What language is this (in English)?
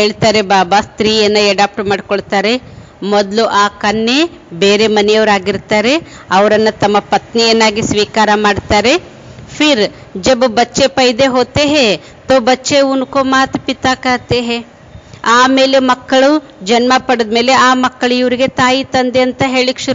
Kannada